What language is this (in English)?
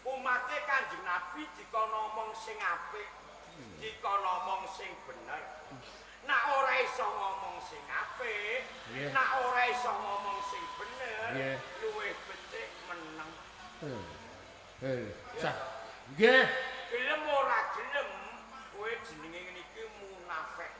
Javanese